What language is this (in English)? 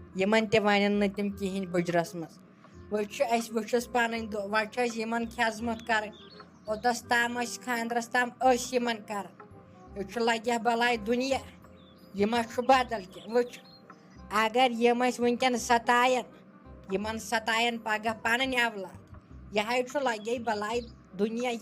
Kashmiri